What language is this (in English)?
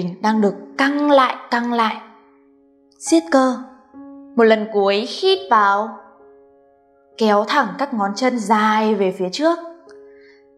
Vietnamese